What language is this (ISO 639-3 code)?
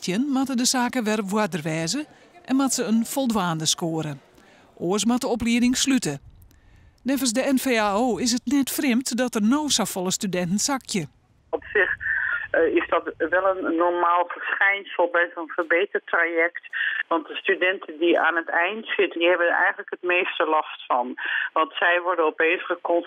fry